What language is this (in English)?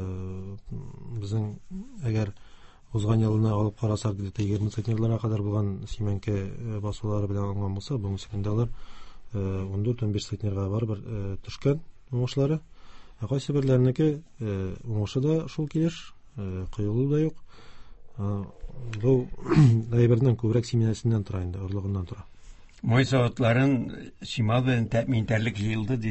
Tatar